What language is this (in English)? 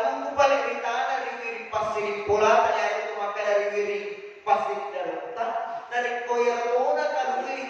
Buginese